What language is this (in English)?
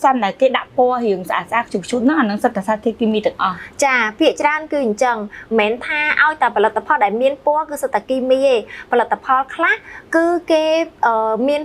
Khmer